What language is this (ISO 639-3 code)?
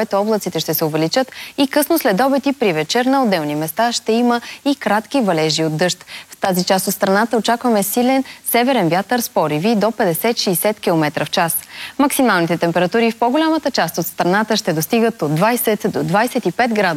bul